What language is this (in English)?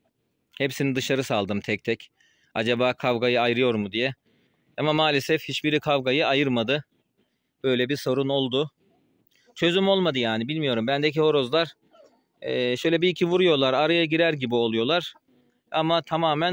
Turkish